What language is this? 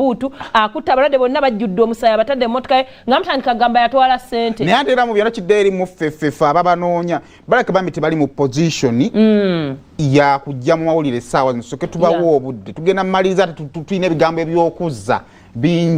Ganda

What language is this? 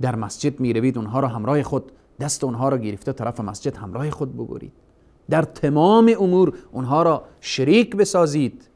Persian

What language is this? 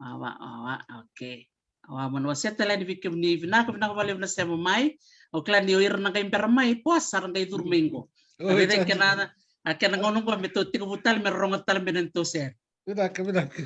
Fijian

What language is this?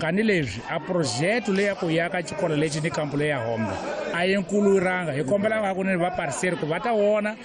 Tsonga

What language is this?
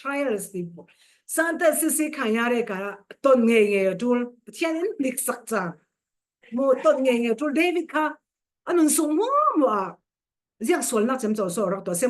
Falam Chin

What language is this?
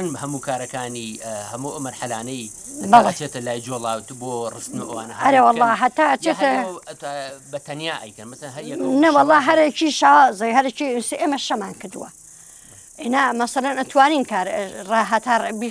Central Kurdish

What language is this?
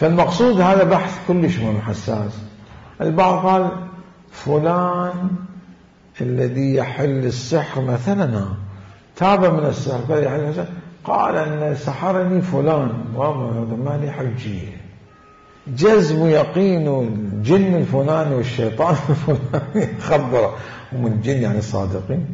Mesopotamian Arabic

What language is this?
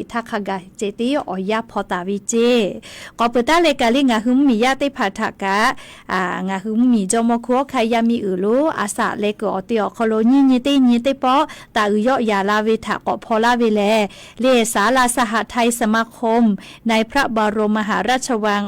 Lahu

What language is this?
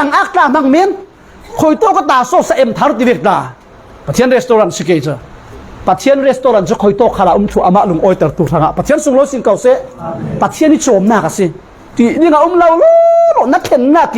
Falam Chin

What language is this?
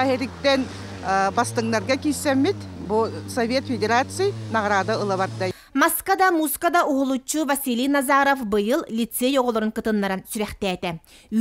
Yakut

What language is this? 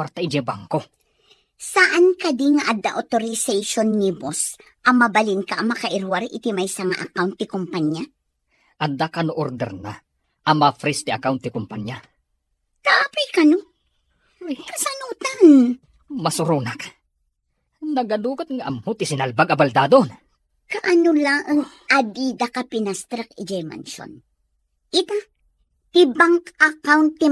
Iloko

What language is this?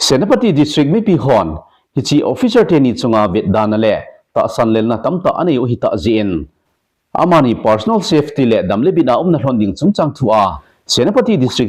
Thado Chin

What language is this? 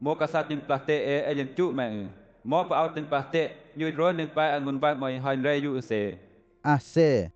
Western Lawa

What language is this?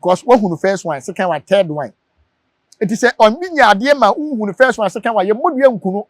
Akan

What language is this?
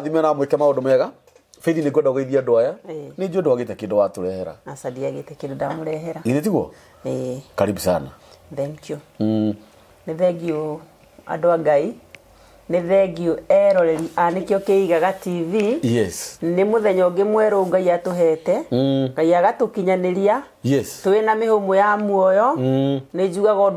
Kikuyu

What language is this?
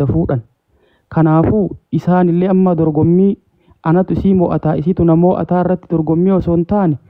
Oromo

